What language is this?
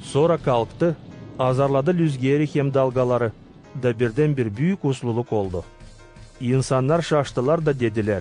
Gagauz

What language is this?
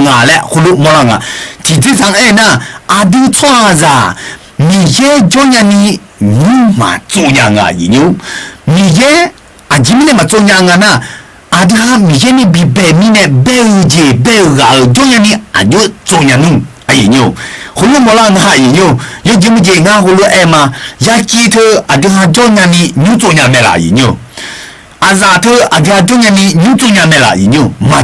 Akha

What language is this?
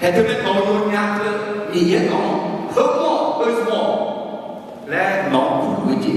Akha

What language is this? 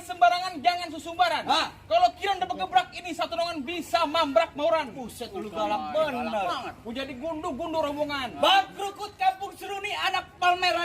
Betawi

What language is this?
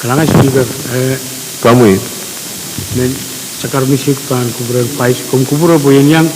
Pohnpeian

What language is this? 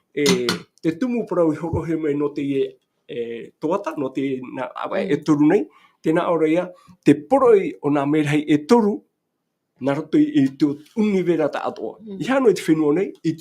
Tahitian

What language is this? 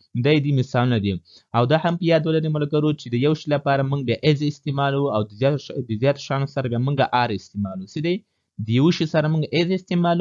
Pashto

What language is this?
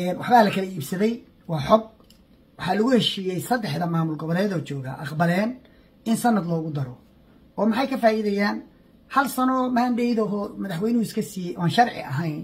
Somali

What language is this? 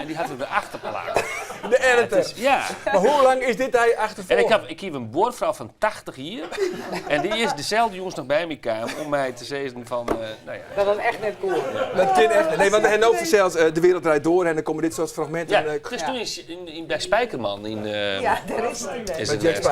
Western Frisian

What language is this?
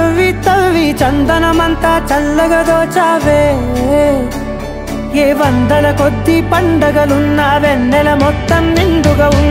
Telugu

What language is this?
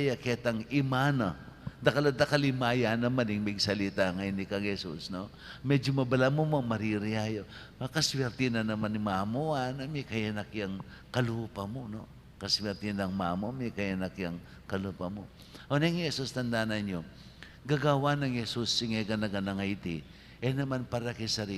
Pampanga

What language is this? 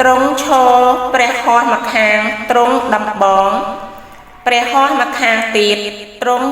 Khmer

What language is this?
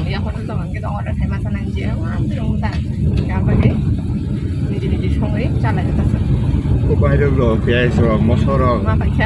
Kok Borok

